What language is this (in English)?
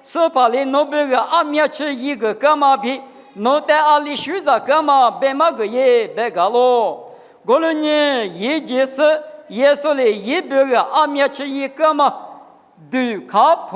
Lisu